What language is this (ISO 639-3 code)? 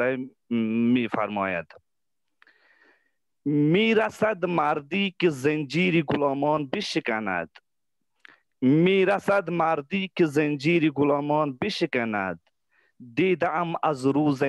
fas